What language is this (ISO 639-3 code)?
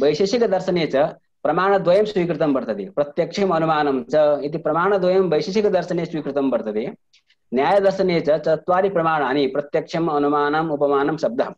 san